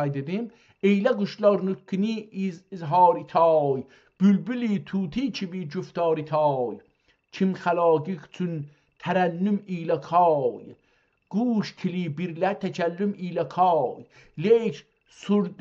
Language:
South Azerbaijani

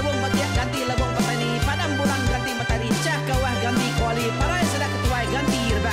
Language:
Iban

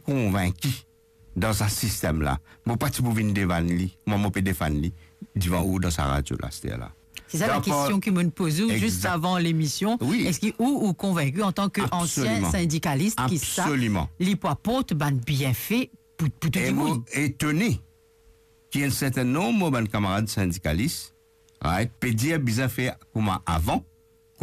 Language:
Morisyen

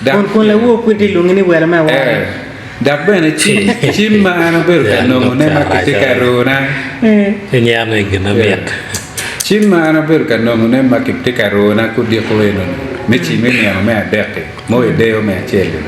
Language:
Acoli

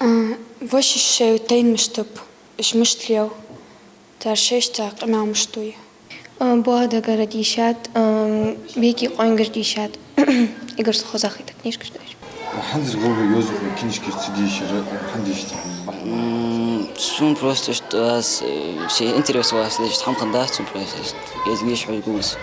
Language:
Ingush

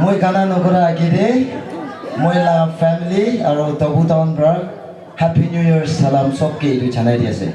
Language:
Naga Pidgin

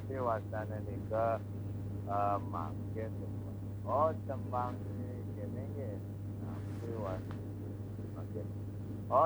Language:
Balinese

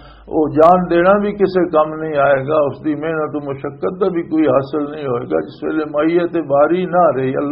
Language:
Western Panjabi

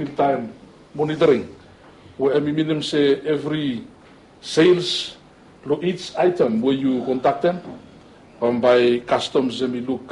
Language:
Bislama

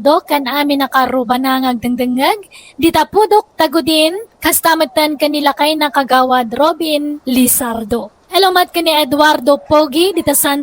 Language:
Iloko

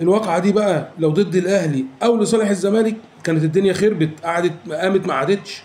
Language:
Egyptian Arabic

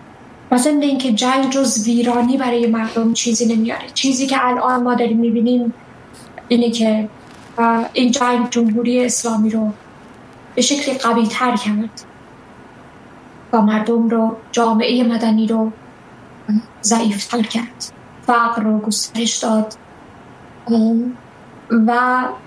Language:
Persian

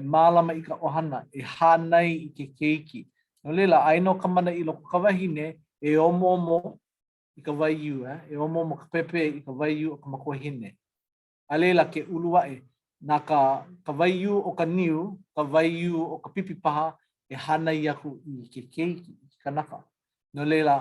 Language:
Hawaiian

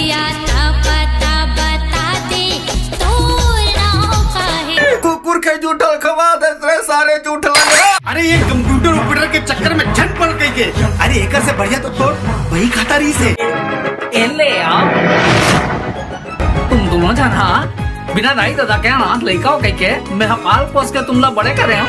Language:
Chhattisgarhi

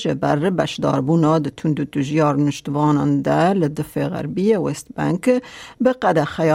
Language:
Kurdish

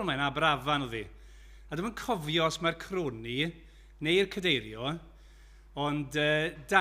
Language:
Welsh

